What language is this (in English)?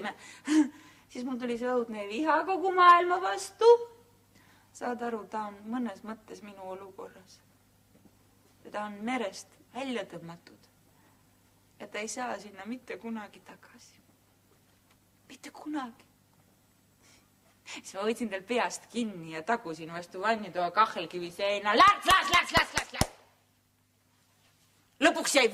Estonian